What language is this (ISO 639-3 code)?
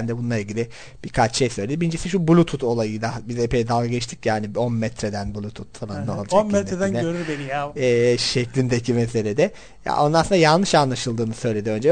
tur